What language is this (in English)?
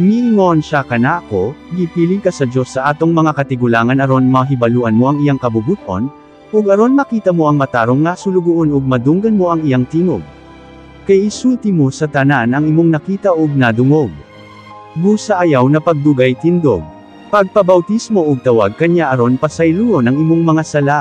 Cebuano